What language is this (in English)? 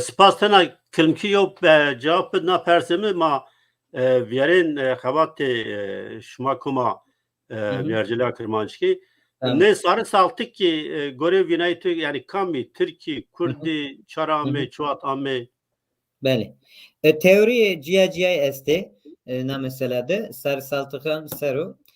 Zaza